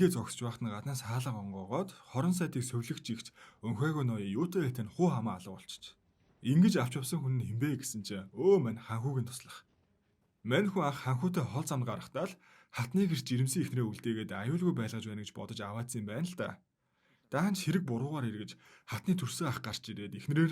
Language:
Mongolian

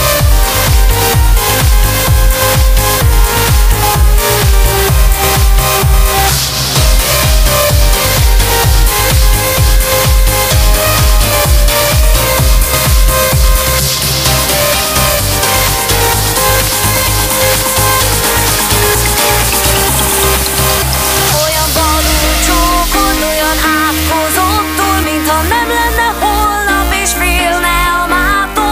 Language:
Hungarian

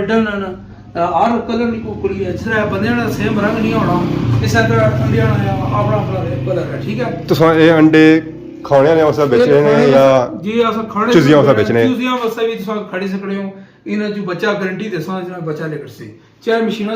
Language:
Pahari-Potwari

